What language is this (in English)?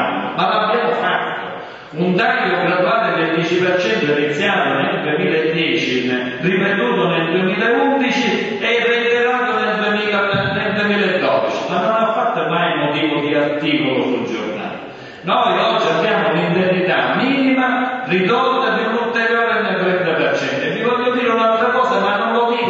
Italian